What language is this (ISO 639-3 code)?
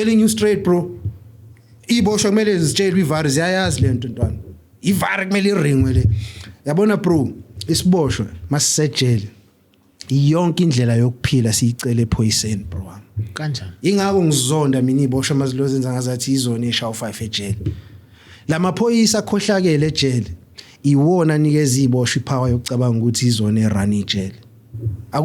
zul